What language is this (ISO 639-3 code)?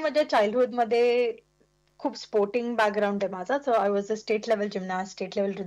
mar